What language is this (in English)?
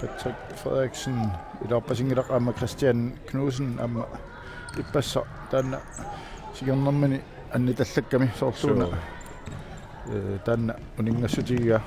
Kalaallisut